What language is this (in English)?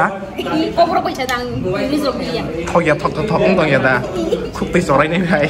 Kok Borok